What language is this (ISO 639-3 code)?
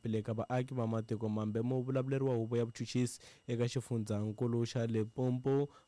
tso